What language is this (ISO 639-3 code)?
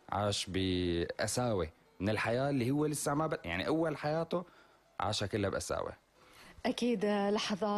apc